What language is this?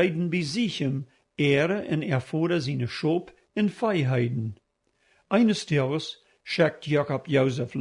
Plautdietsch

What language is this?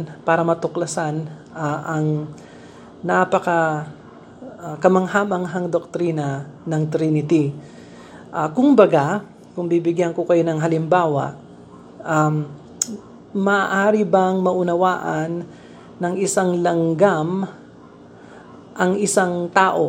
Filipino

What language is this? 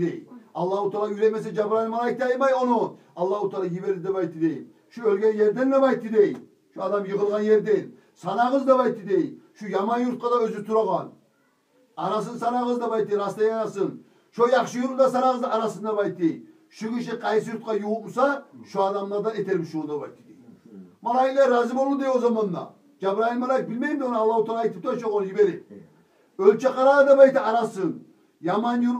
Kumyk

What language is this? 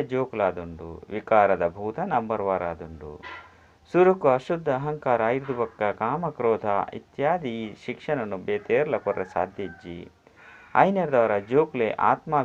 Tulu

